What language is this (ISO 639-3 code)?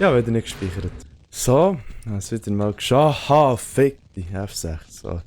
gsw